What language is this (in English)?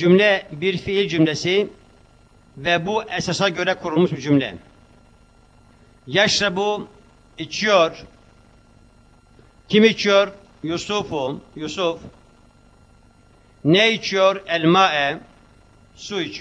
Turkish